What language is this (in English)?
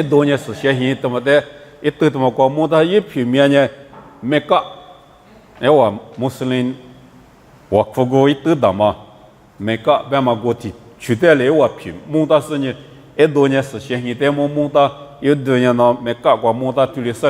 Lisu